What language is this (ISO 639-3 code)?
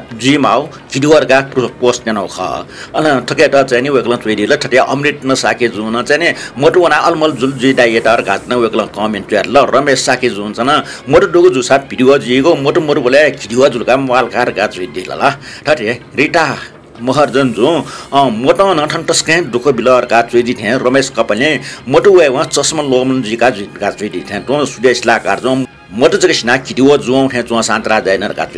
new